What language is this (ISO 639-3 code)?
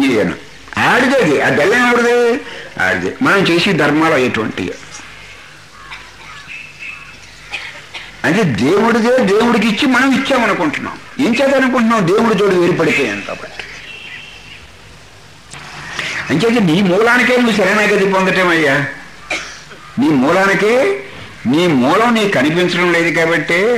tel